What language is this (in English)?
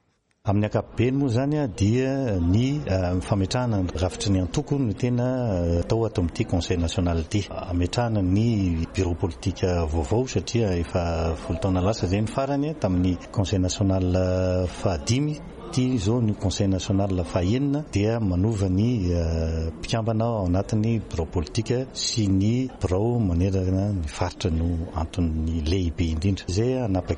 Malagasy